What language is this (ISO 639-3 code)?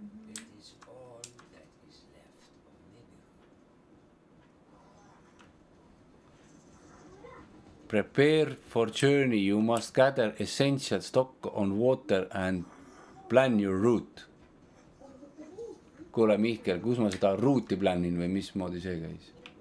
est